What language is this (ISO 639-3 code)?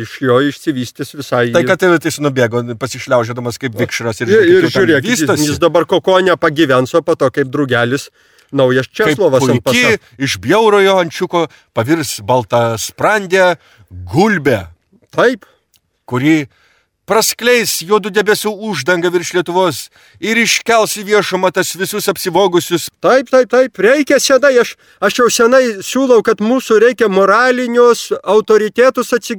lit